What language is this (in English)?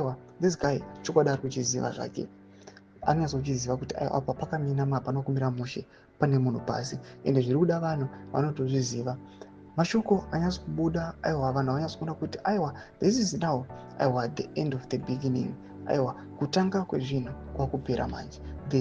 Shona